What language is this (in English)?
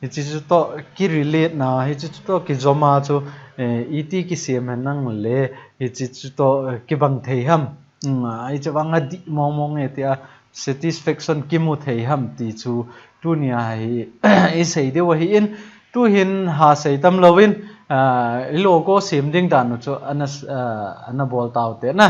Thado Chin